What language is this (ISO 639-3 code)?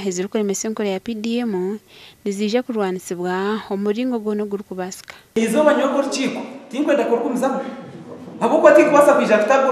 nyn